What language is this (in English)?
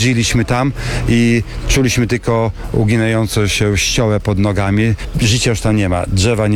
Polish